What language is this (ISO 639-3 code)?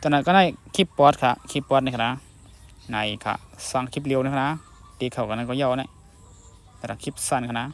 shn